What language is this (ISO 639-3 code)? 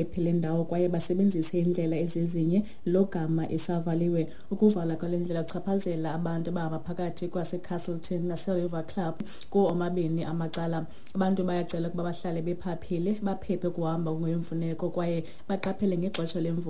xho